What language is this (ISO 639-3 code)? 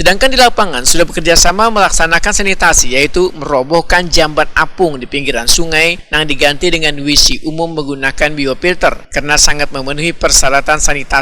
bjn